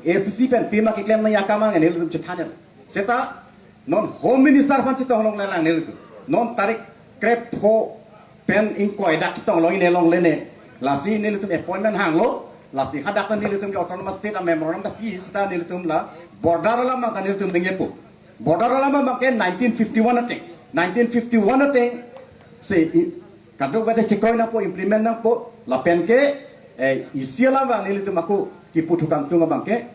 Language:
Karbi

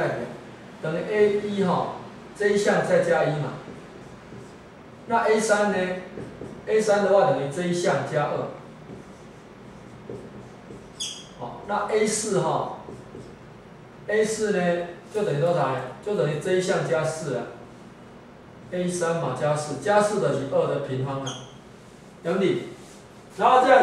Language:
Chinese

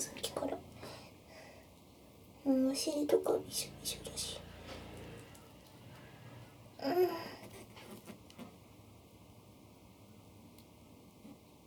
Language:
Japanese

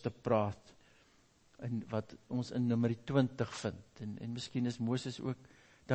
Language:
Afrikaans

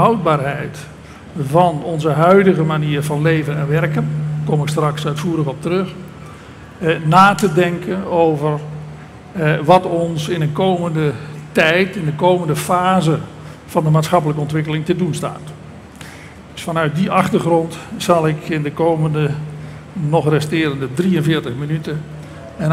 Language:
Dutch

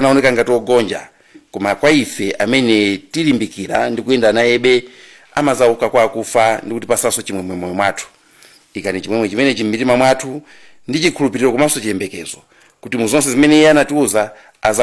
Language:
Nyanja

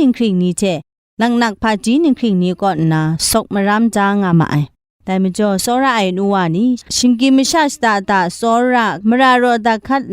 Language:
Kachin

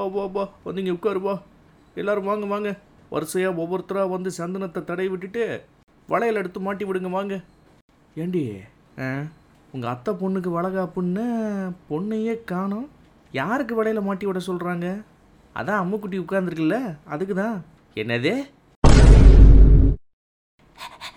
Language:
Tamil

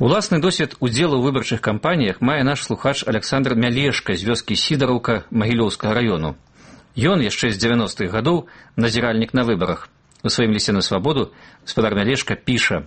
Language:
Belarusian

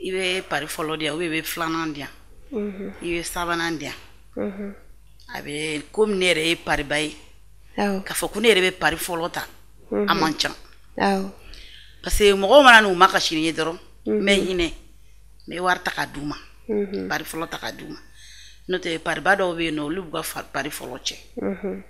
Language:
Bambara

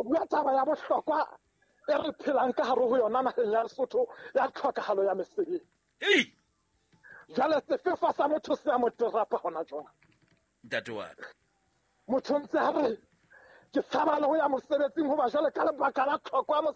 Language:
Southern Sotho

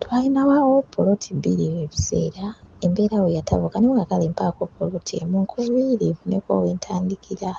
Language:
Ganda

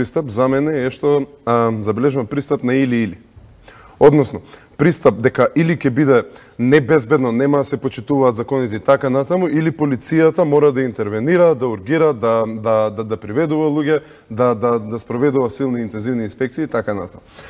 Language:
Macedonian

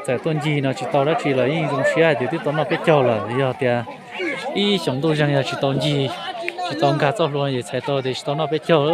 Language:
Hmong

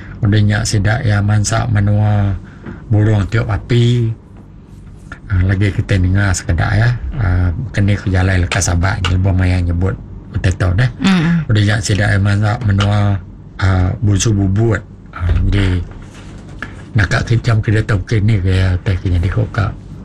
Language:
Iban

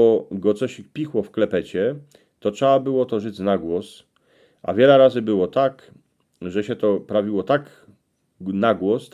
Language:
Silesian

